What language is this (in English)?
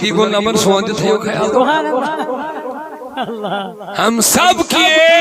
Kashmiri